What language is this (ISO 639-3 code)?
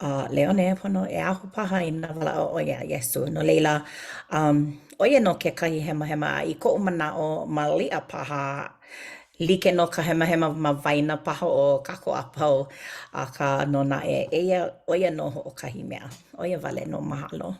haw